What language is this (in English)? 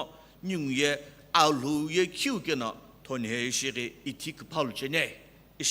Sumi Naga